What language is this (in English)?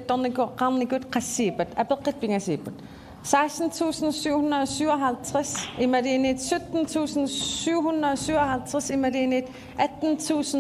Kalaallisut